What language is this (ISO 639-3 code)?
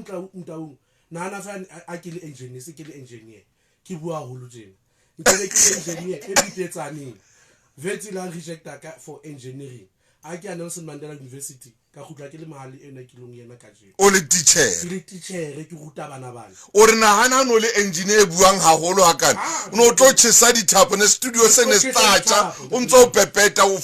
sot